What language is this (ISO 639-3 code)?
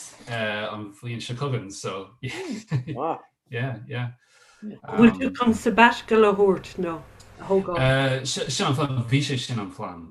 gle